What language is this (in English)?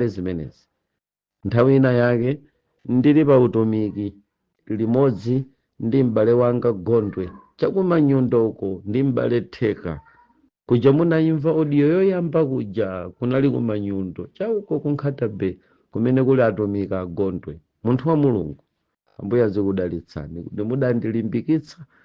Nyanja